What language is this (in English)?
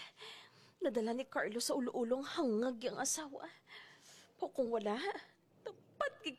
Hiligaynon